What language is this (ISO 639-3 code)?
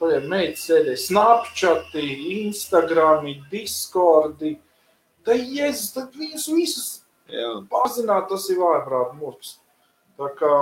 lav